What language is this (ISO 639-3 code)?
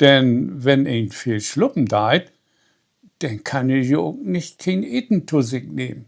nds